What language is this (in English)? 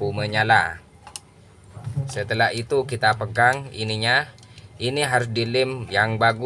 Indonesian